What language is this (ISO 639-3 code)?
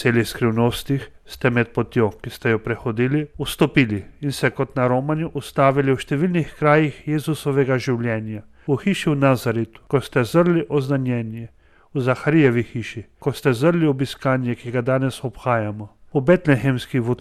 slv